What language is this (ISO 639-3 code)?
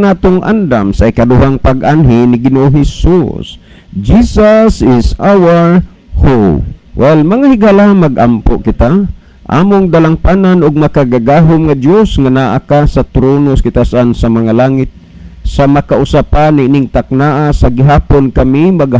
ceb